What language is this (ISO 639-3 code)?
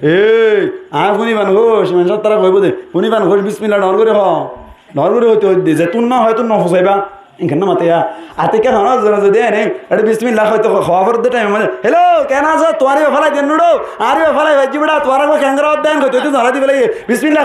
rhg